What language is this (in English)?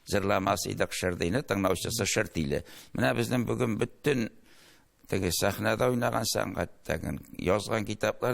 Tatar